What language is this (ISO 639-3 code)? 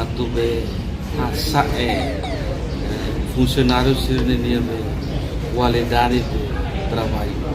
tet